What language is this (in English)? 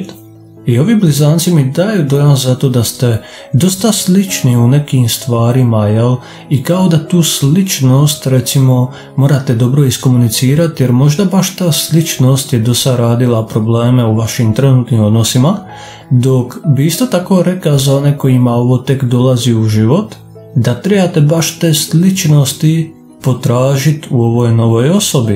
Croatian